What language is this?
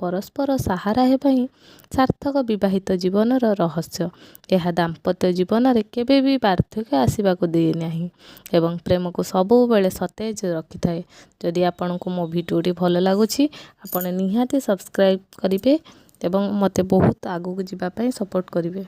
Odia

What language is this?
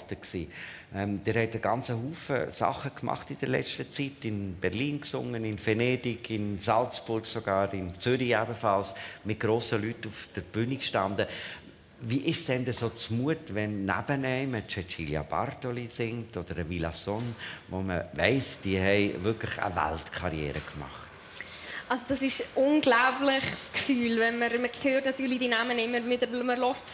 Swiss German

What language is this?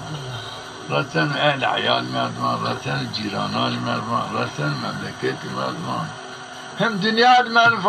Zaza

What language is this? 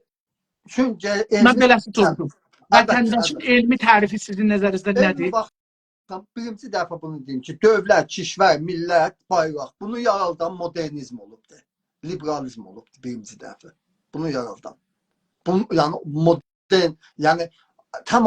South Azerbaijani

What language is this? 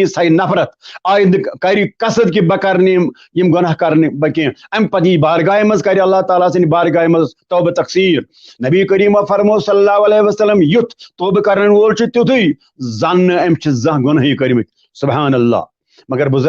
Kashmiri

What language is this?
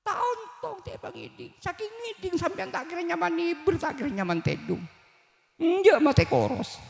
Madurese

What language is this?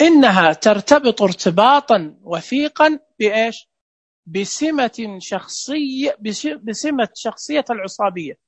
Najdi Arabic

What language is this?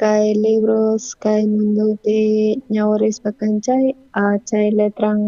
South Bolivian Quechua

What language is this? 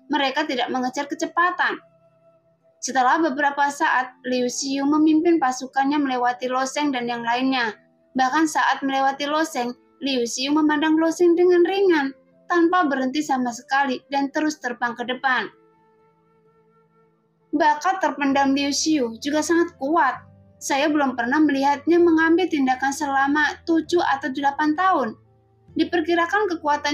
Indonesian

